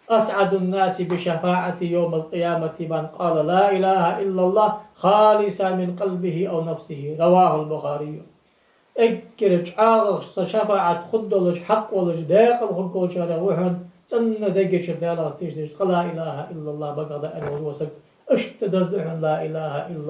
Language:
Ingush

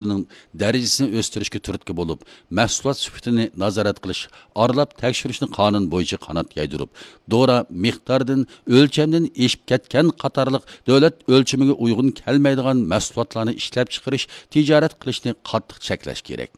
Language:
Uyghur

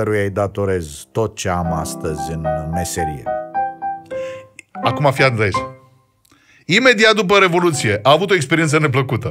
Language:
Romanian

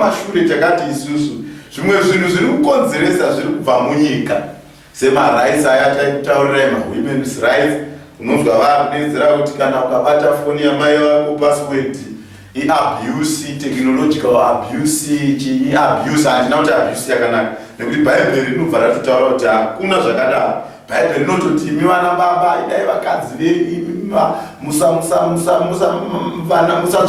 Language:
Shona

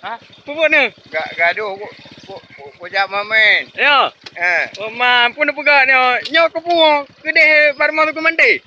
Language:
Achinese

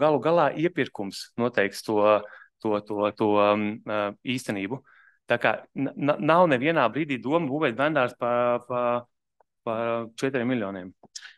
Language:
Latvian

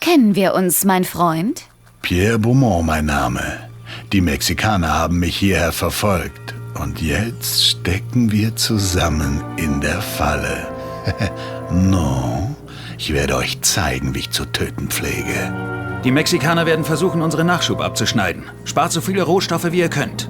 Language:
Bavarian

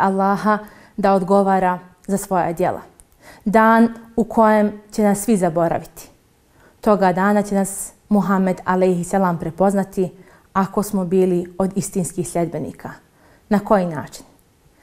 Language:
Bosnian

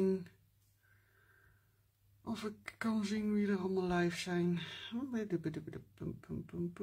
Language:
Dutch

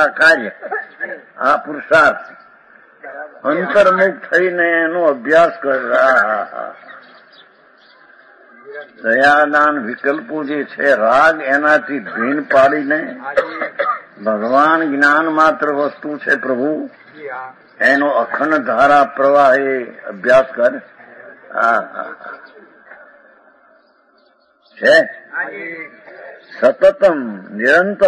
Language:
Gujarati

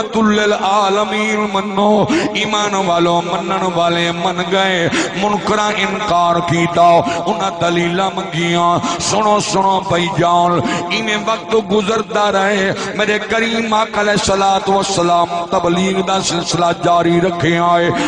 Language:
Saraiki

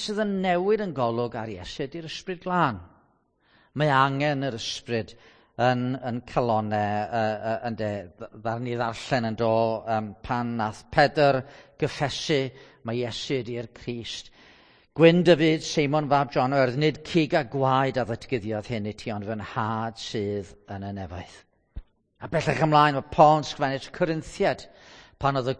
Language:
Welsh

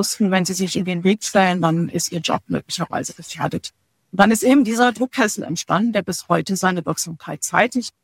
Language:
German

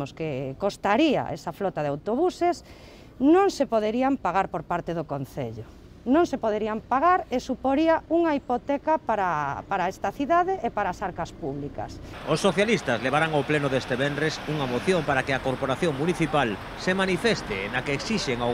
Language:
Galician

